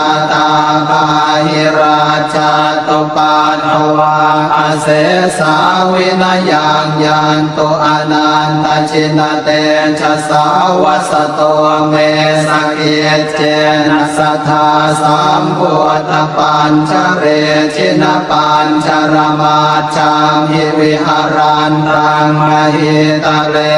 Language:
Pali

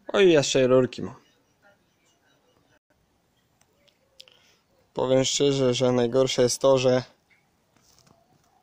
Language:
Polish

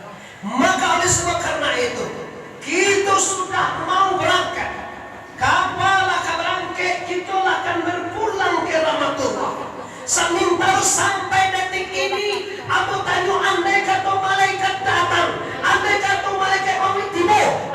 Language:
Minangkabau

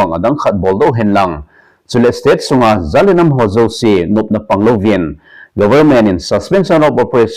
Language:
Thado Chin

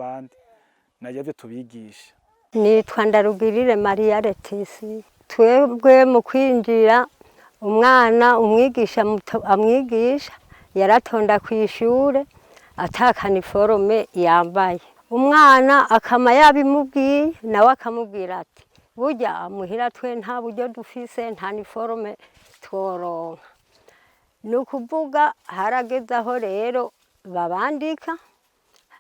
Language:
Rundi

